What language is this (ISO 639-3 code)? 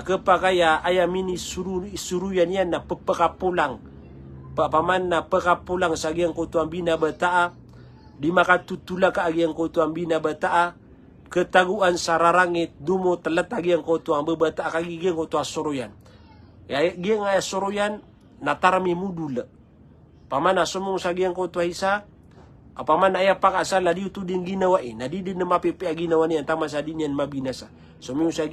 mrw